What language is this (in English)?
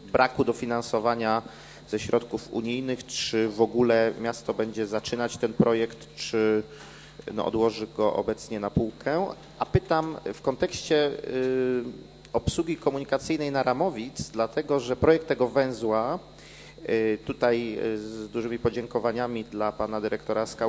Polish